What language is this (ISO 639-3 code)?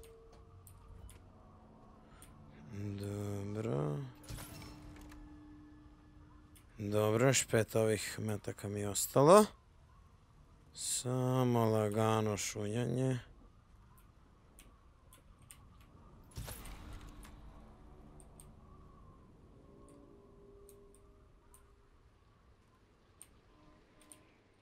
hrv